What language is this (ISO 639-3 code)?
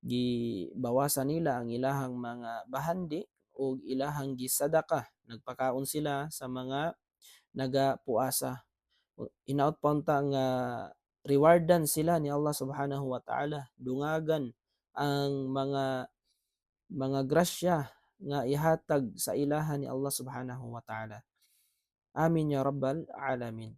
ceb